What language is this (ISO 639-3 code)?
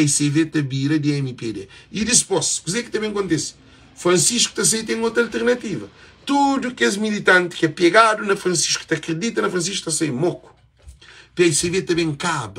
kea